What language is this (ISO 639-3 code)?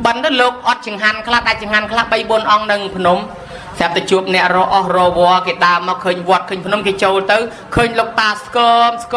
khm